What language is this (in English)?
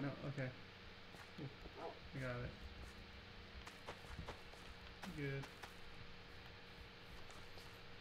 English